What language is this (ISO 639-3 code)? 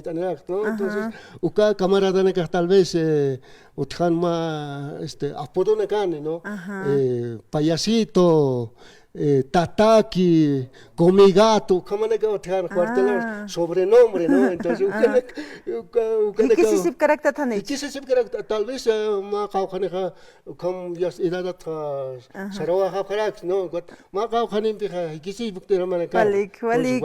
aym